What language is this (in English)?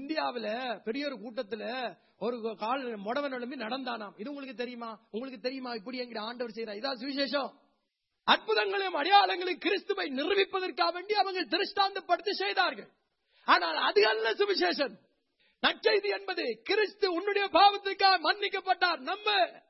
Tamil